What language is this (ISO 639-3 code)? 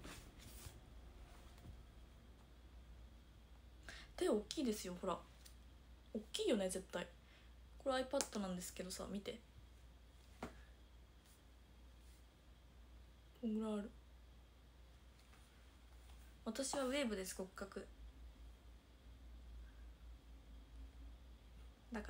jpn